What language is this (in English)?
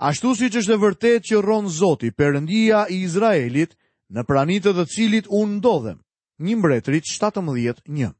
Albanian